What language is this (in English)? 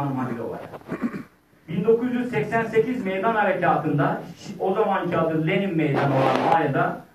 Turkish